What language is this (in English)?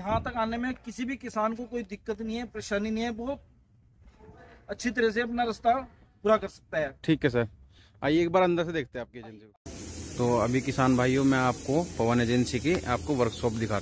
Hindi